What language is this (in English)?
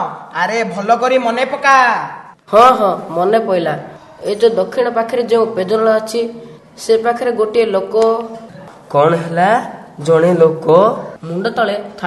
Odia